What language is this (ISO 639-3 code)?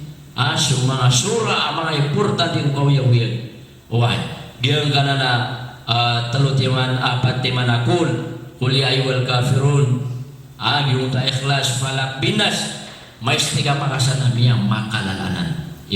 mrw